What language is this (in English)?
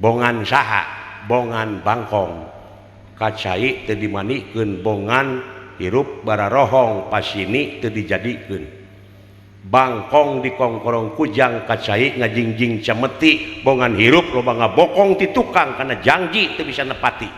Sundanese